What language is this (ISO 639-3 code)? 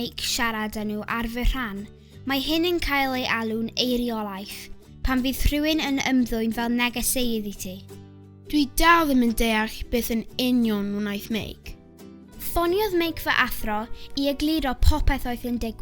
cym